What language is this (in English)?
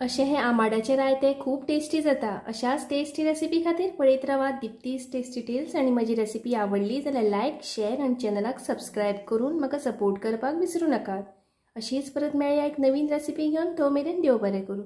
Konkani